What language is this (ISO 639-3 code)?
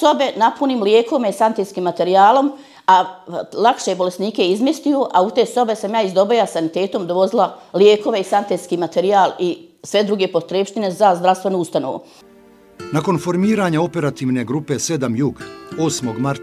bos